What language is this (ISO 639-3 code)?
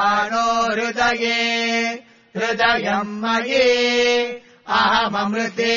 san